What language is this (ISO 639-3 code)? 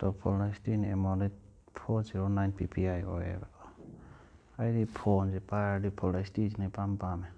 mni